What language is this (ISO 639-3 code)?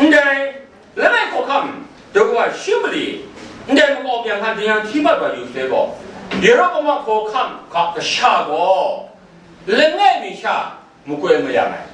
kac